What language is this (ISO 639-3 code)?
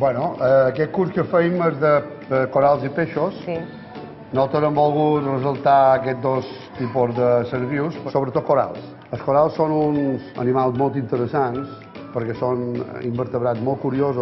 cat